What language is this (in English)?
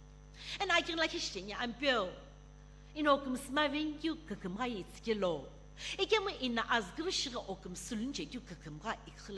Sumi Naga